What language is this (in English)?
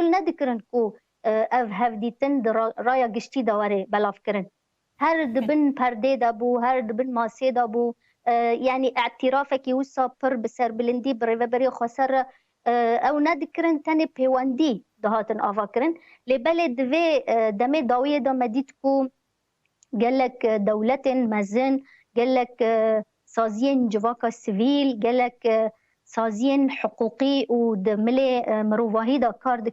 Kurdish